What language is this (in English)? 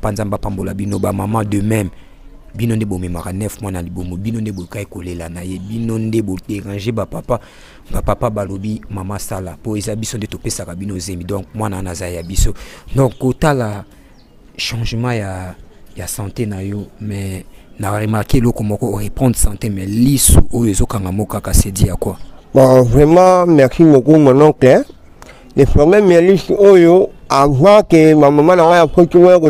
Lingala